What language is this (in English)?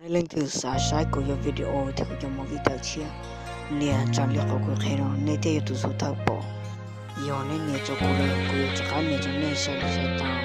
Hmong